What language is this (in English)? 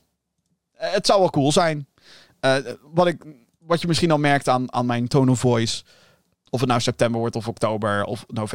Dutch